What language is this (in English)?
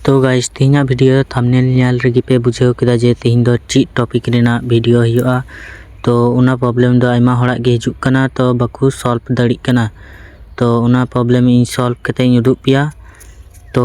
Santali